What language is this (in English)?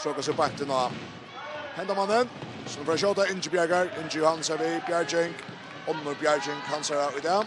Faroese